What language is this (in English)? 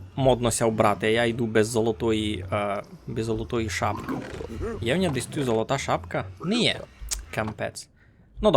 Rusyn